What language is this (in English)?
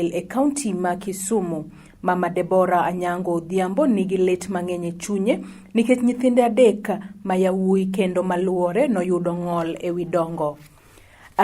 Luo (Kenya and Tanzania)